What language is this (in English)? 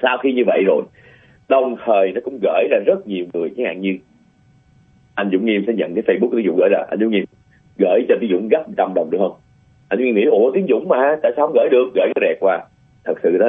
Vietnamese